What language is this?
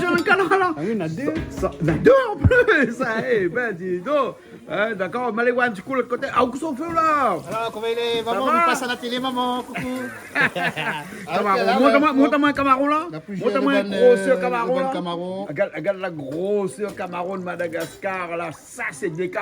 Réunion Creole French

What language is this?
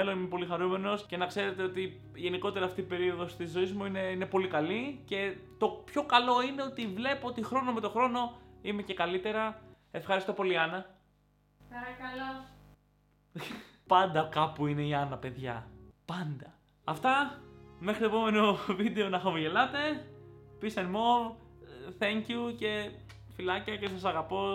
Greek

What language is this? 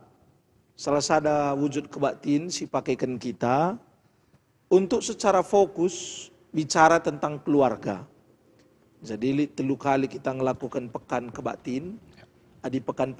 Batak Karo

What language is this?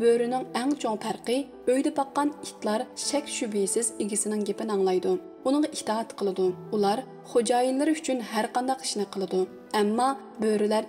Uyghur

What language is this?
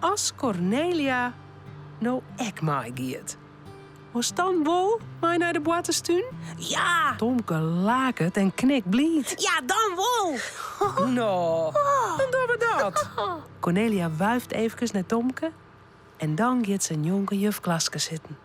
Western Frisian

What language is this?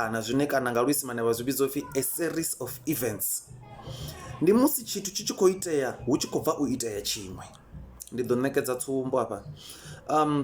Venda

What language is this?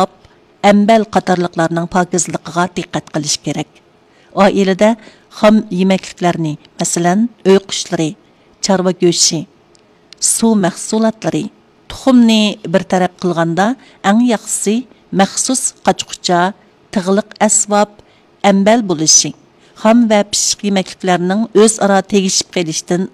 Uyghur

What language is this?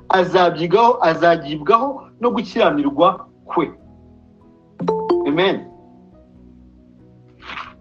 Kinyarwanda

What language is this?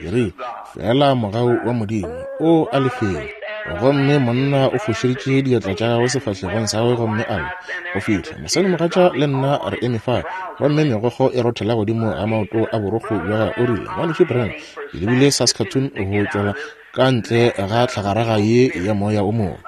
Northern Sotho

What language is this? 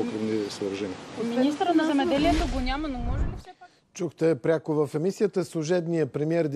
Bulgarian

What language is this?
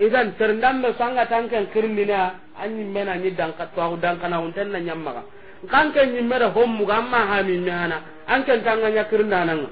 Soninke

